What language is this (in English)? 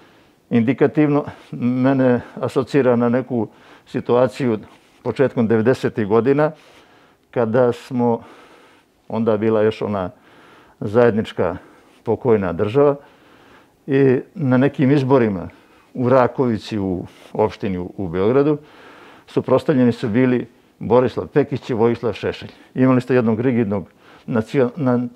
Serbian